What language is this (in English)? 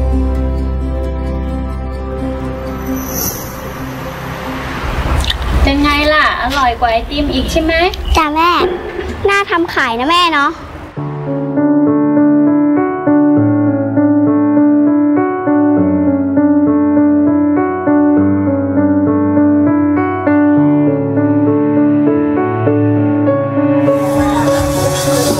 Thai